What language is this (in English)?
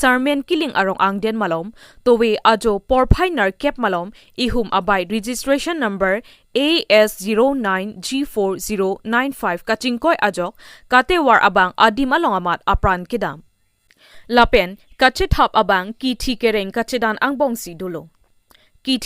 Karbi